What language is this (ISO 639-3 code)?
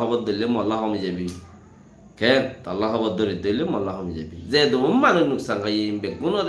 rhg